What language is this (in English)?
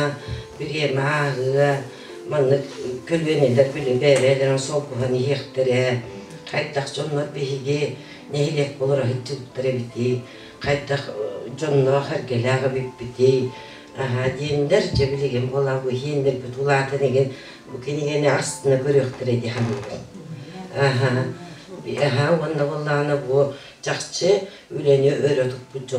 Yakut